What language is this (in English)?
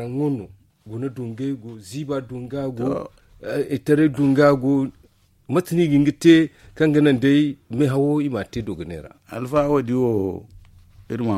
Zarma